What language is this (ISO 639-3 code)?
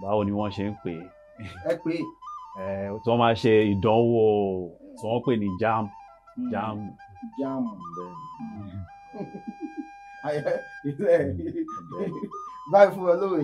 yor